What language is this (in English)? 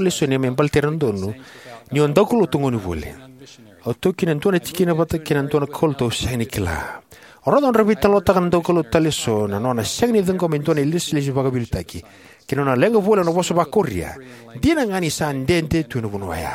Fijian